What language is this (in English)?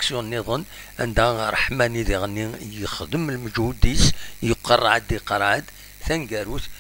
Kabyle